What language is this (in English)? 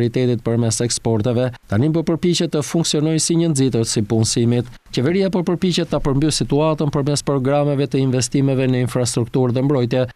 Albanian